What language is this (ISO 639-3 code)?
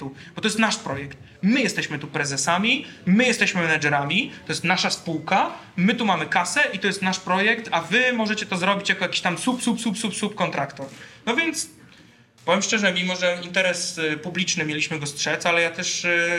pol